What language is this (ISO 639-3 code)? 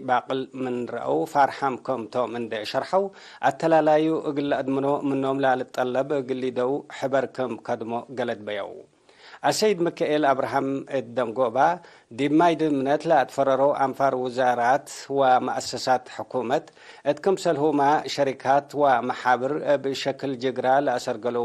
tig